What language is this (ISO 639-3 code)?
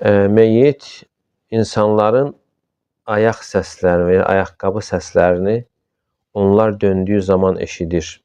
aze